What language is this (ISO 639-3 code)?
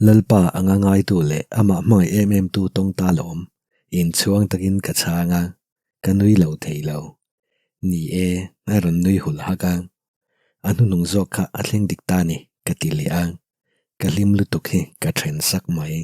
lus